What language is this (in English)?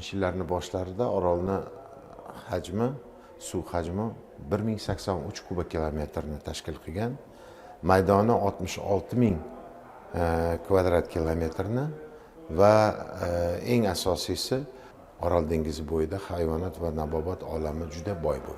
Uzbek